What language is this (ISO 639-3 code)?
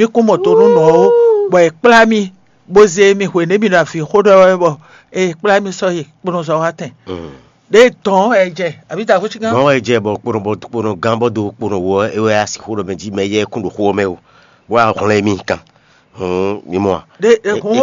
fon